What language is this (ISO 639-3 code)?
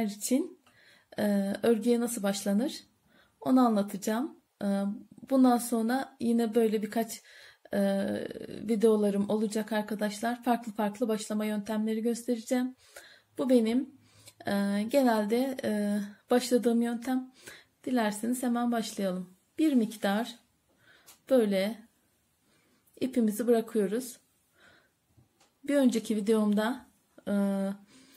tur